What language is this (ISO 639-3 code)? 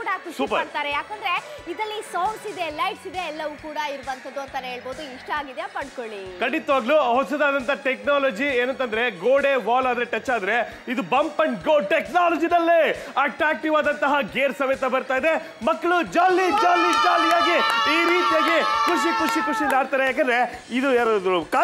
kan